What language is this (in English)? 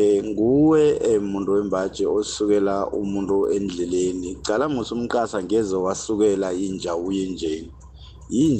South Ndebele